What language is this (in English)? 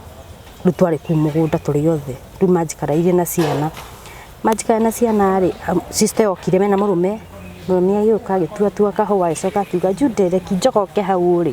Kikuyu